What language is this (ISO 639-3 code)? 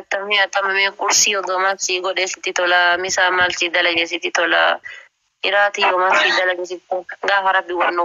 orm